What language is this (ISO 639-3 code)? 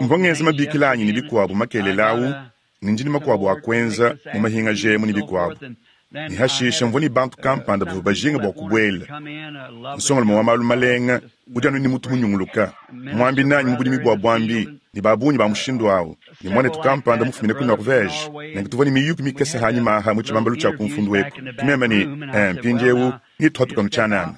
lua